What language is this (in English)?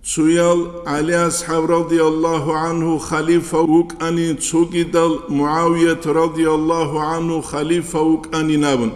Avaric